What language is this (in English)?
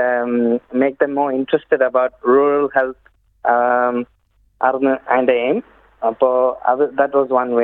Malayalam